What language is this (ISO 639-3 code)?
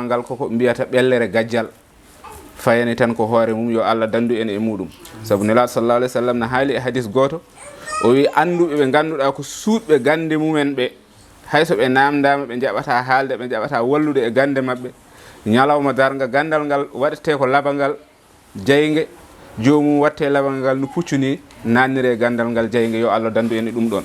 ful